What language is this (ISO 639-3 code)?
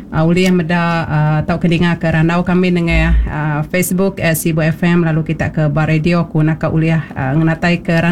iba